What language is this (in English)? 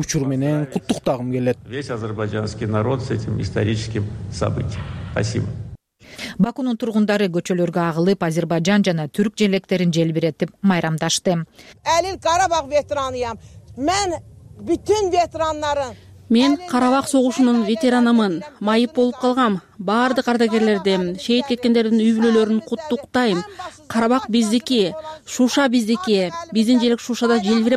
Kyrgyz